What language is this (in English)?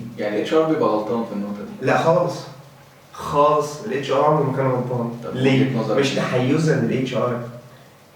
Egyptian Arabic